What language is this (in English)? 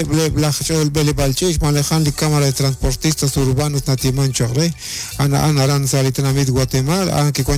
Kekchí